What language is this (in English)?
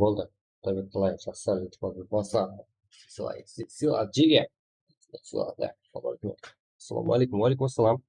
Kara-Kalpak